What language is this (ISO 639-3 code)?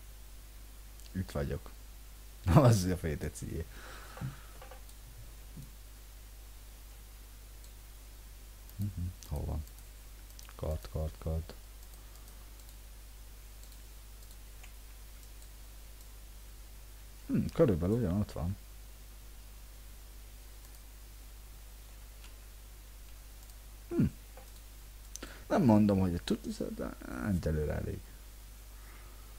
hun